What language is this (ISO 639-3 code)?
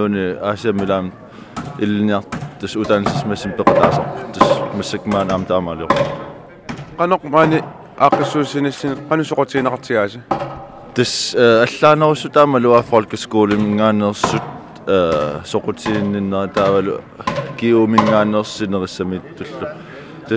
kal